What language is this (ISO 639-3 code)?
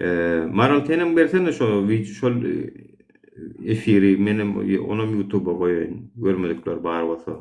tuk